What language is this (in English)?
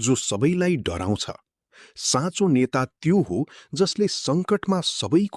Nepali